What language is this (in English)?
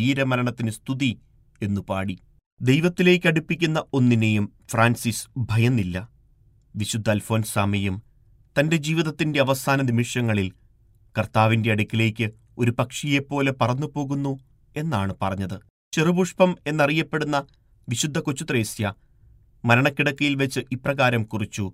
Malayalam